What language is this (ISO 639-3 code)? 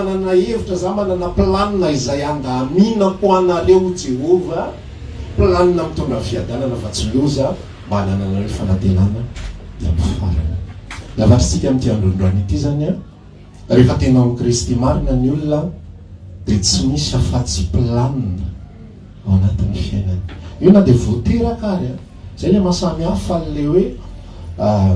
mlg